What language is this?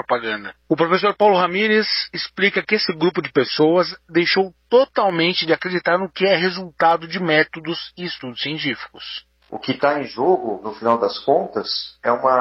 Portuguese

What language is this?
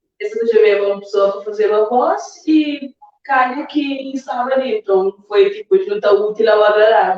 Kabuverdianu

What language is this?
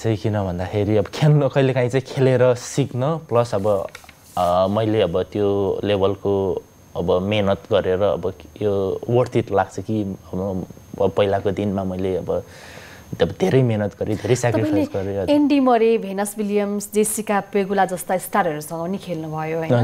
Nepali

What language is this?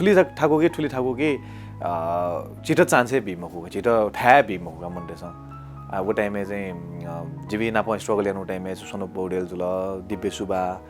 Newari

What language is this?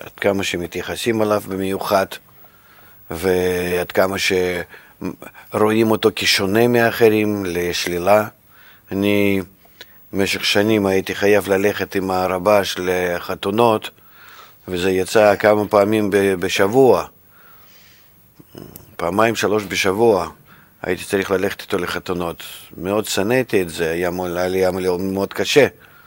Hebrew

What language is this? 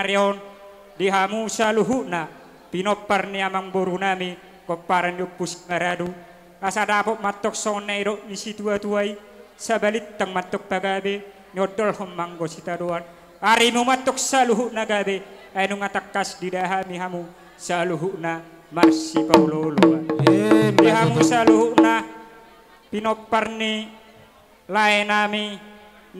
Batak Toba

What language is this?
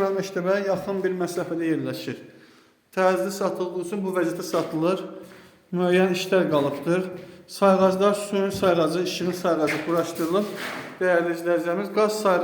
Azerbaijani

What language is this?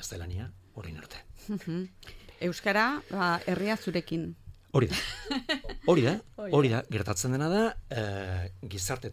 Basque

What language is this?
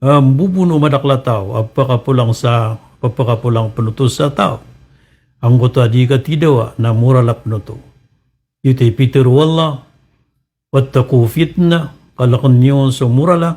Maranao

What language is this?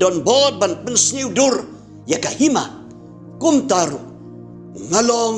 Khasi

